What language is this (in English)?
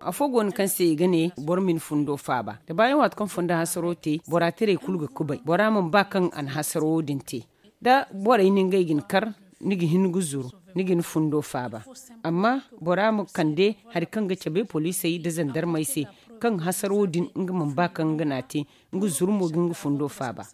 Zarma